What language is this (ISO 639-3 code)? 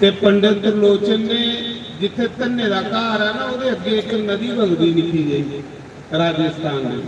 doi